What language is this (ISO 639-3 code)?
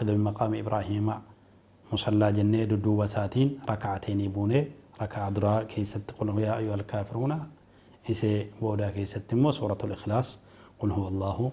orm